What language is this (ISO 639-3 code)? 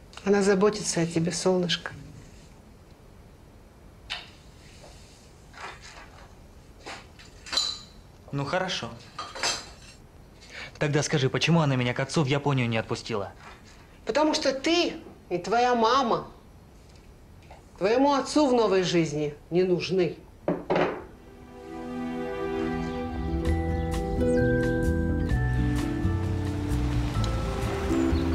rus